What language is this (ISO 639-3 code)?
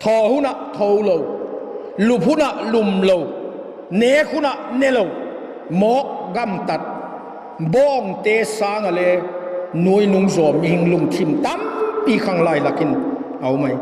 vap